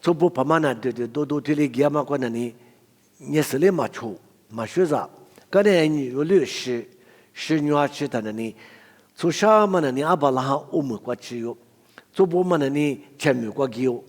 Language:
Lisu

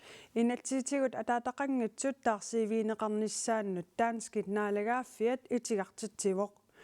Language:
Kalaallisut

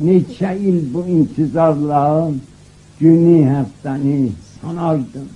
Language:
South Azerbaijani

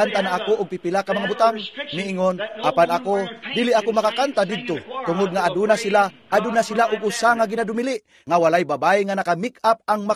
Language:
Cebuano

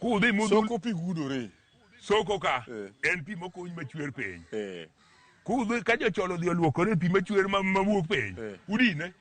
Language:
Luo (Kenya and Tanzania)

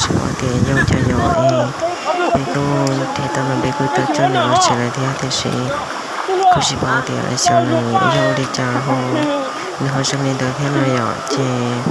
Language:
Hmong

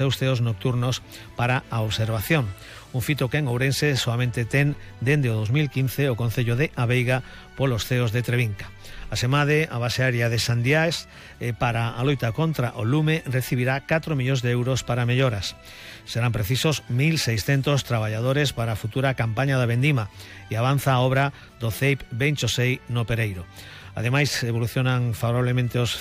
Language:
Galician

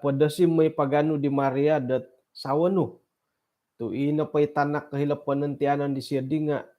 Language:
Central Dusun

